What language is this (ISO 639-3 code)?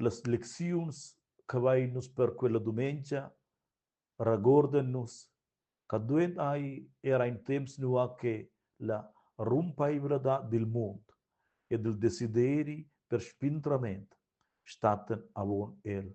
roh